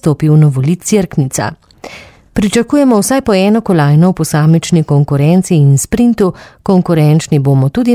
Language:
Slovenian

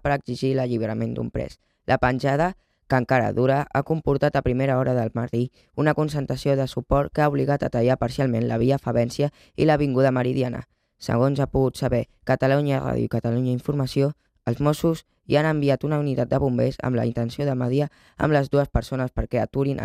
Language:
Catalan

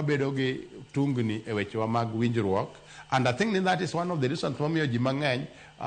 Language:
Luo (Kenya and Tanzania)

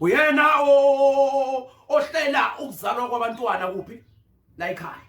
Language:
Zulu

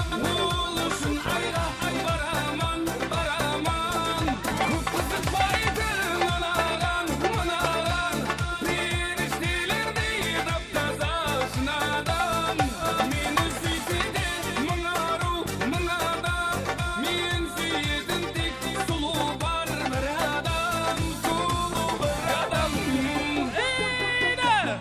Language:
Kara-Kalpak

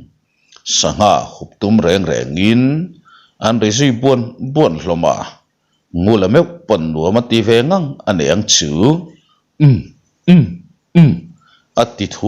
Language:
Mizo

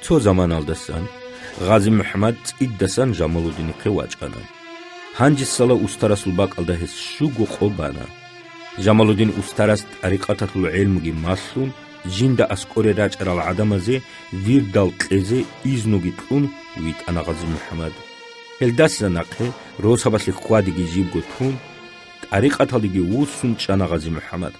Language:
Avaric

